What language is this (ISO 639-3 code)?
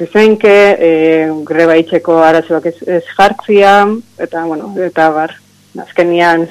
eus